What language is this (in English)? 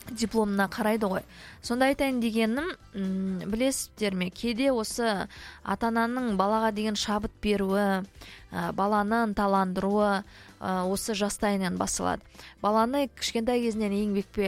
Kazakh